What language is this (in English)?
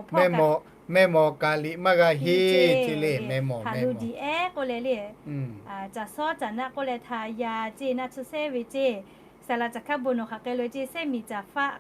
Lahu